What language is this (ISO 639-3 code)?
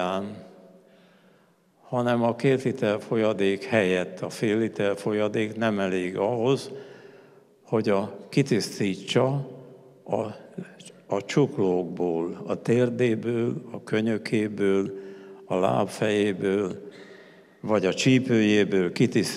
hun